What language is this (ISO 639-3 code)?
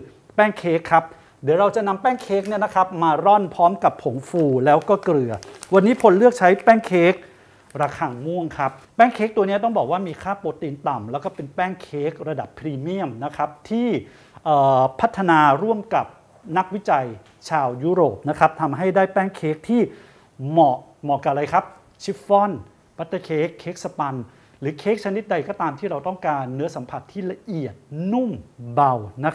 tha